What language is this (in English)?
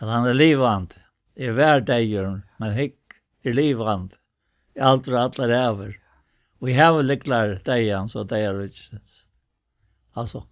Faroese